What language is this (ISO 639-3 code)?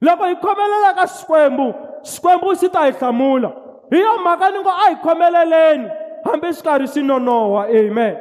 tso